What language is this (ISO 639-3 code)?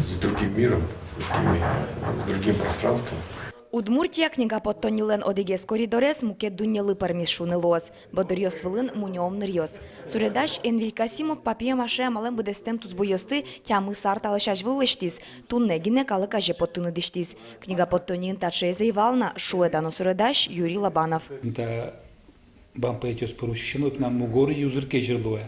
udm